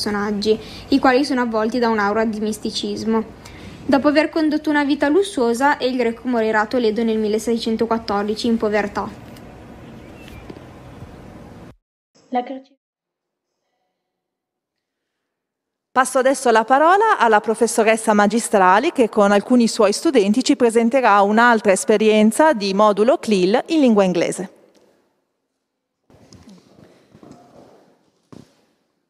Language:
Italian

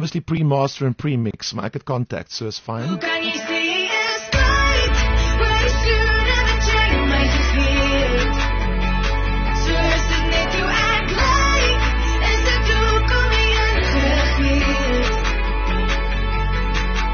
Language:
Afrikaans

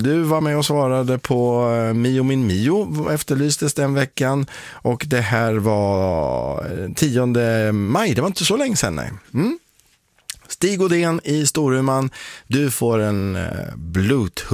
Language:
Swedish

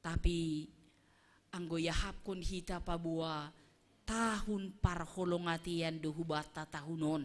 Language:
Batak Simalungun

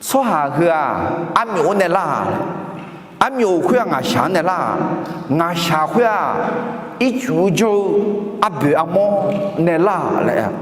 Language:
Akha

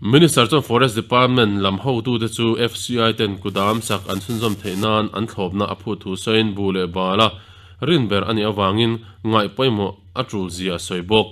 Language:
Mizo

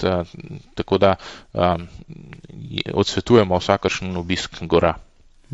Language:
Slovenian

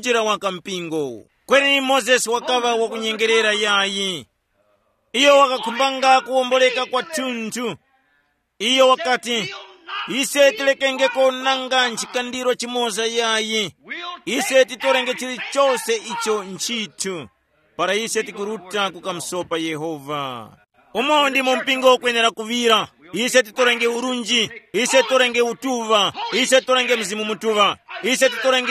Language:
Tumbuka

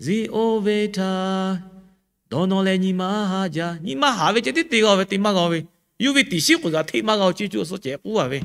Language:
Lahu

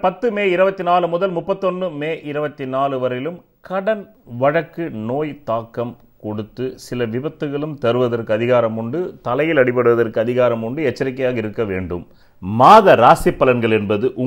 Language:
Tamil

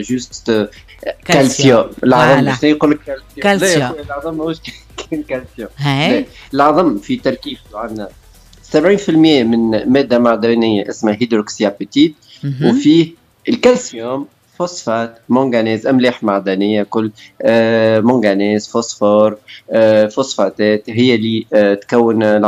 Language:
Tunisian Arabic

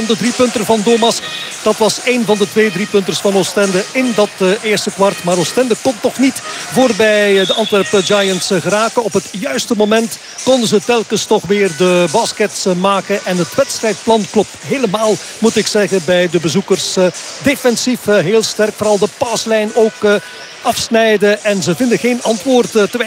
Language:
Dutch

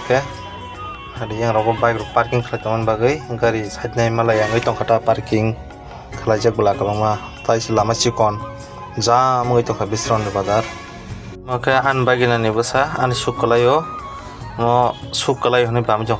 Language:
Kok Borok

